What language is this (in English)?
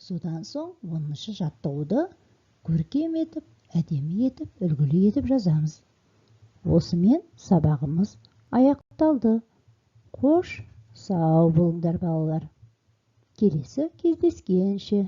Kazakh